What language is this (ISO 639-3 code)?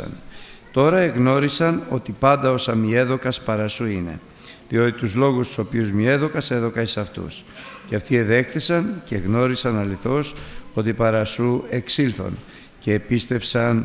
ell